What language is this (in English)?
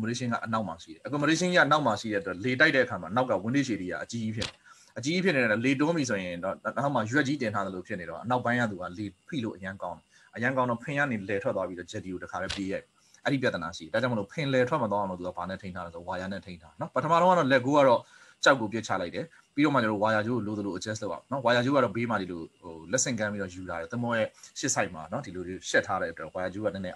Burmese